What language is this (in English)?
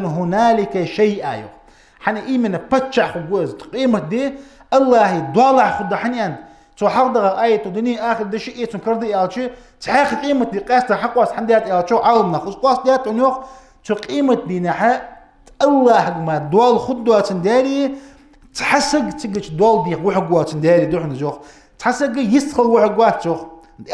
Ingush